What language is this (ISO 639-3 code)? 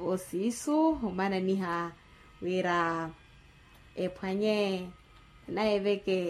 vmw